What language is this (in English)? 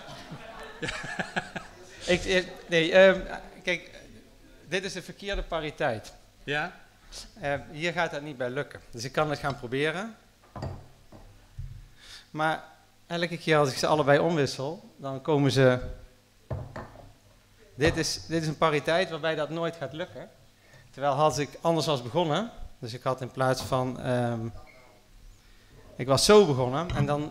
Dutch